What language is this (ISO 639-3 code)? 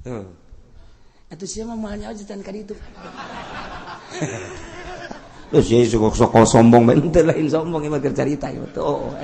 sun